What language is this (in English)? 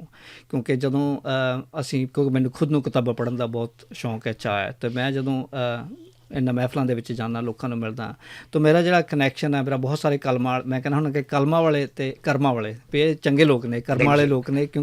Western Panjabi